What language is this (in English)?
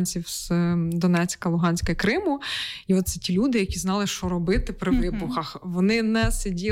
Ukrainian